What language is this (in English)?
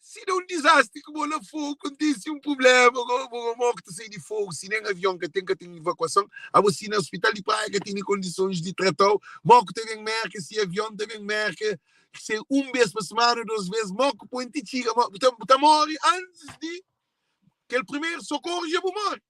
Kabuverdianu